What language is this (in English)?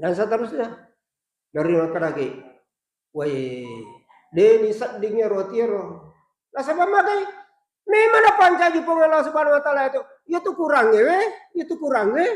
Buginese